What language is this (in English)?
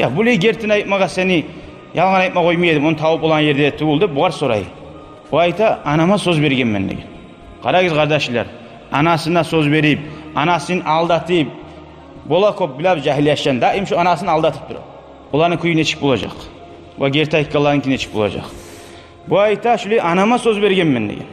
Kumyk